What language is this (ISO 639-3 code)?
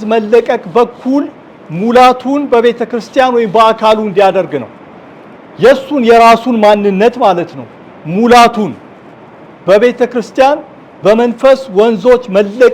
amh